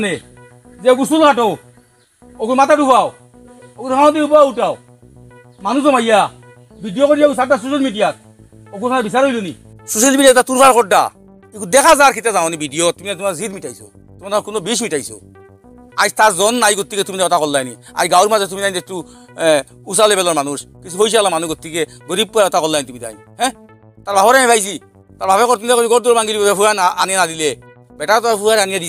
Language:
Sylheti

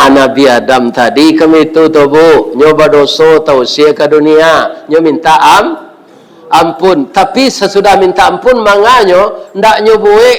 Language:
Minangkabau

